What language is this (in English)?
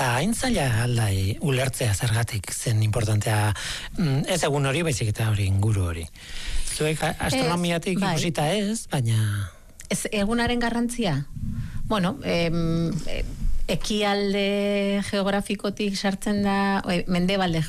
Basque